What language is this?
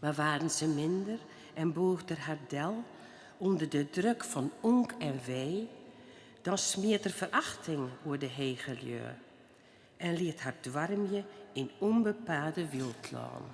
Western Frisian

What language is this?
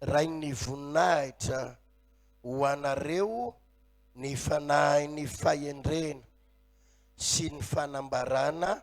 Malagasy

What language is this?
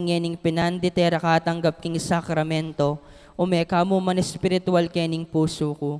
Pampanga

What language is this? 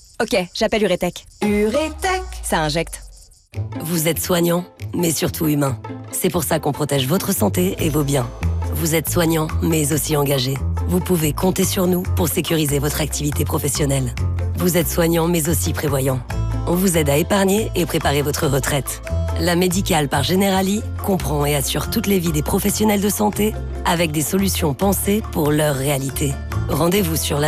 French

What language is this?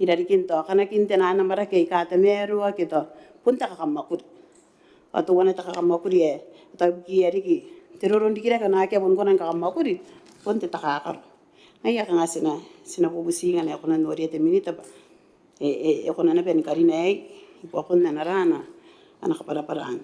Gilbertese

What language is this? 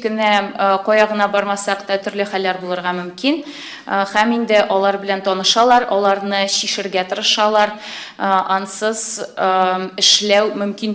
Tatar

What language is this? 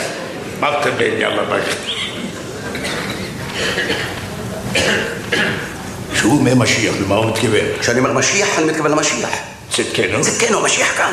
Hebrew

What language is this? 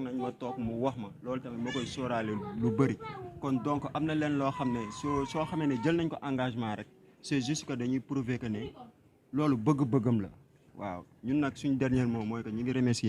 Wolof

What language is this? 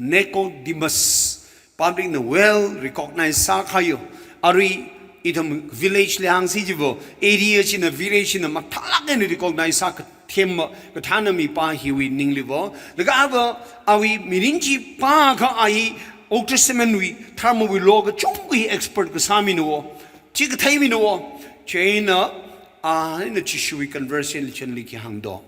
Tangkhul Naga (India)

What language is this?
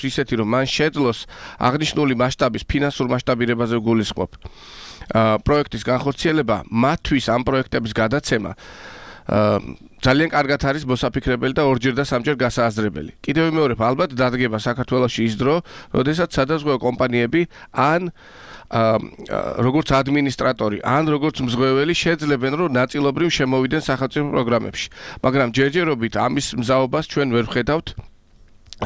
Georgian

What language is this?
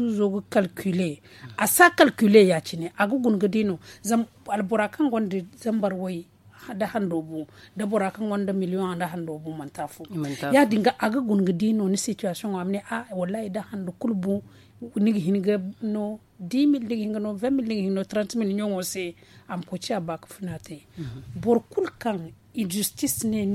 Zarma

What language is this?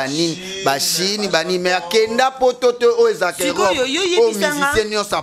Lingala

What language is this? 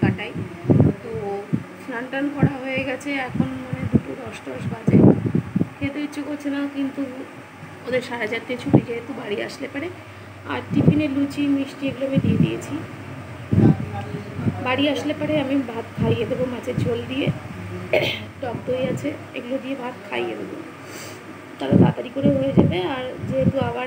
Bangla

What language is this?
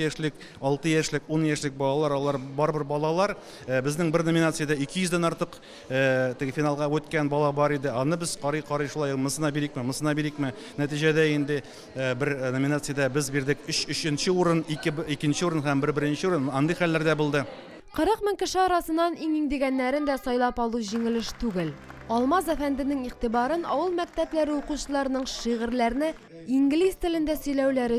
Tatar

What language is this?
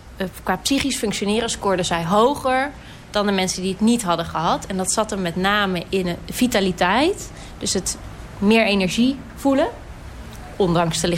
Dutch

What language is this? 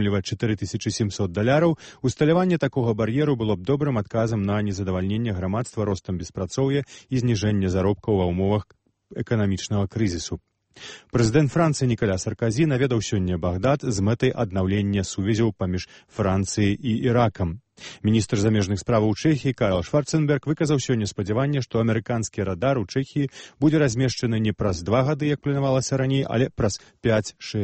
Belarusian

